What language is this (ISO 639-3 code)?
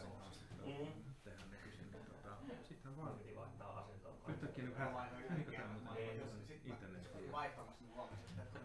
fin